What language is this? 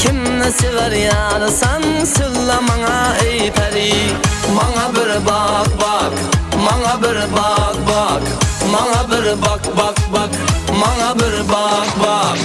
Kara-Kalpak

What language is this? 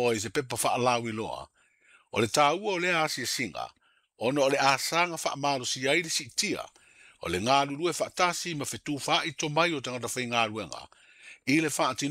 Samoan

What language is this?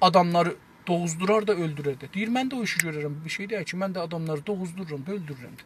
South Azerbaijani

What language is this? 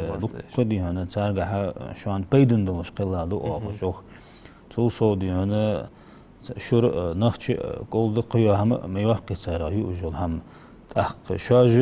Ingush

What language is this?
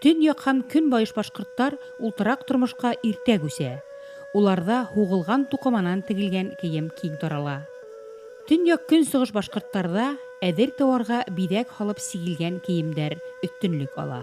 Bashkir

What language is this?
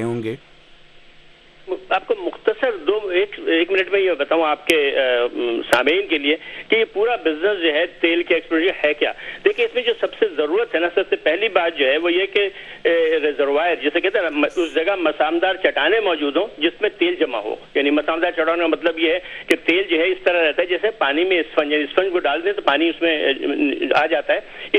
Urdu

